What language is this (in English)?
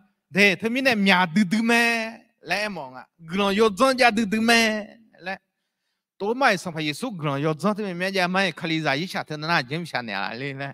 Akha